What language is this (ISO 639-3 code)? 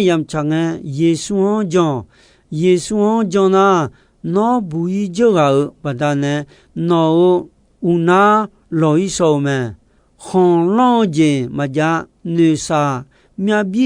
ahk